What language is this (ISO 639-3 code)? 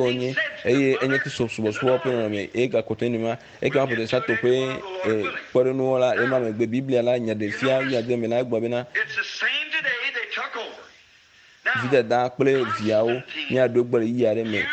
ewe